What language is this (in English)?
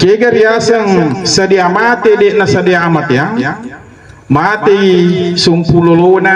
Buginese